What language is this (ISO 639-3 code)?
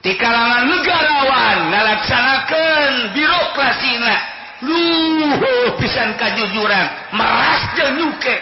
sun